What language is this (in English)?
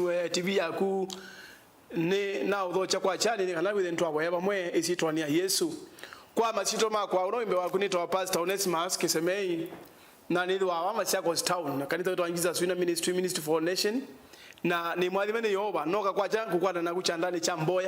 Kamba